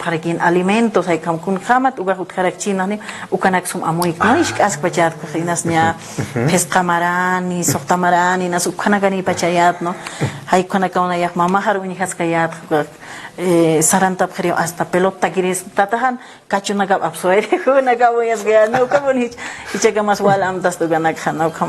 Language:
Aymara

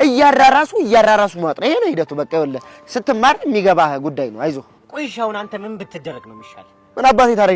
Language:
Amharic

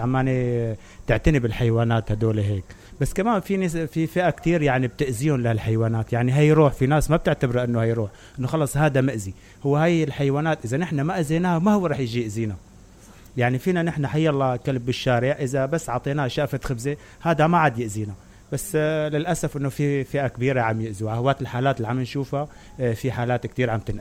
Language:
Mesopotamian Arabic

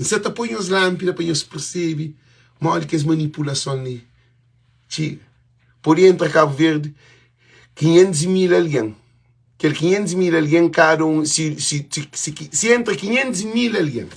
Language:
Kabuverdianu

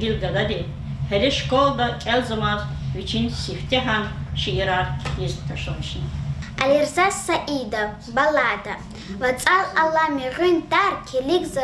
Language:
Lezghian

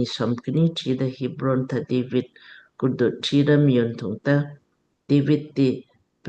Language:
Lamkang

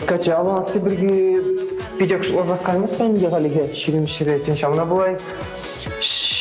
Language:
Chuvash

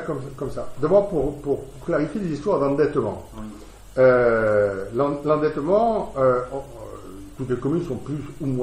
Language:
French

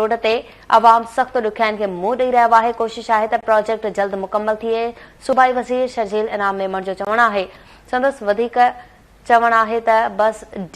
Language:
Sindhi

